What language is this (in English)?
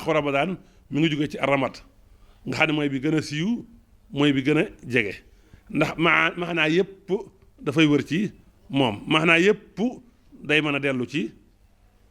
Wolof